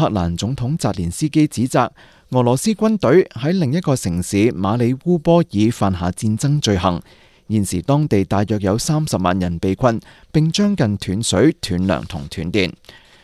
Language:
Cantonese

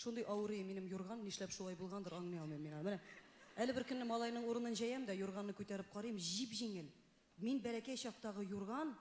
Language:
Tatar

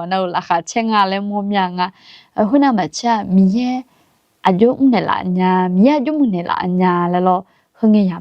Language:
Akha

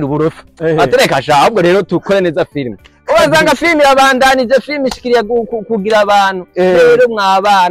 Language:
Rundi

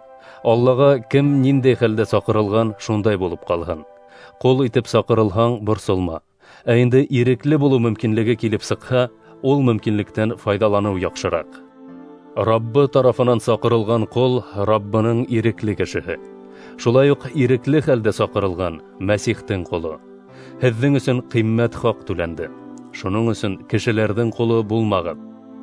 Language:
Bashkir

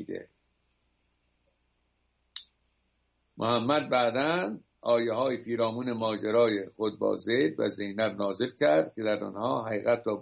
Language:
Persian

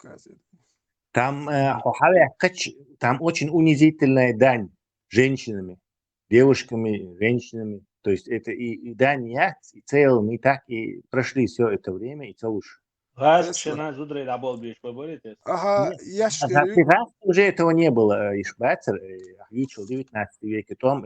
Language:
Chechen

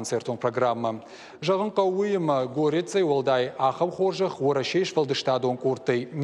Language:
Ossetic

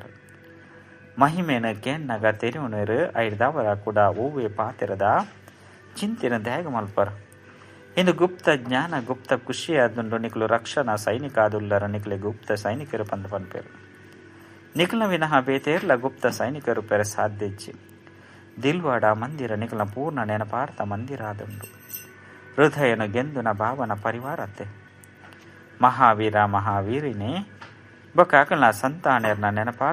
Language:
Tulu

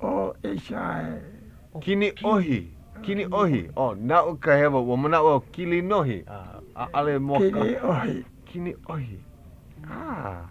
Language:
Hawaiian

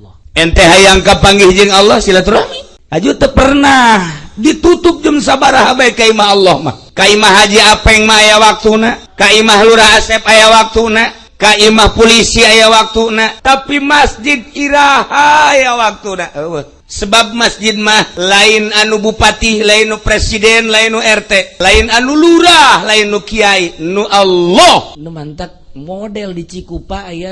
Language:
Sundanese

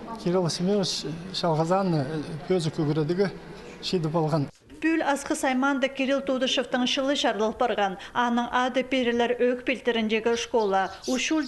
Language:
Khakas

